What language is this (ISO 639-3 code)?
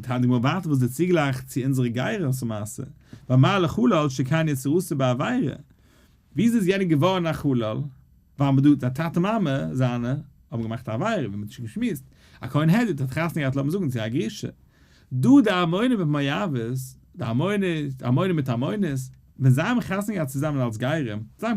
yid